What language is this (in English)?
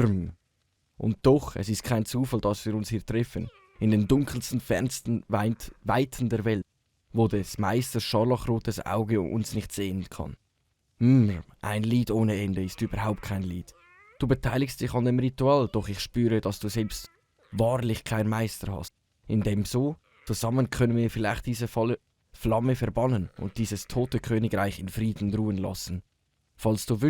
Swiss German